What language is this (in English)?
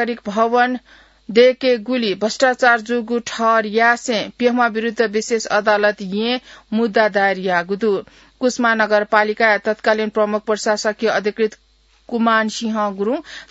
Newari